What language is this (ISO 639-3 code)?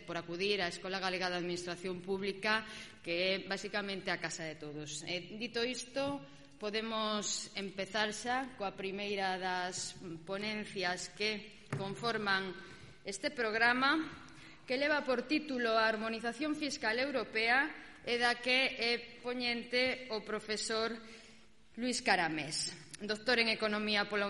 glg